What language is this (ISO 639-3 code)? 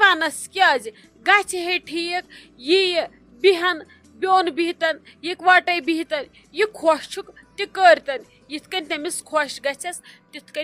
kas